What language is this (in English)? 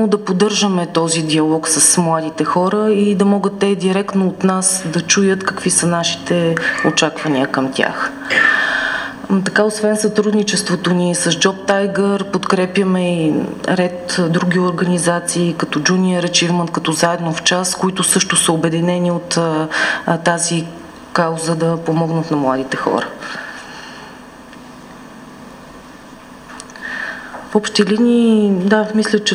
Bulgarian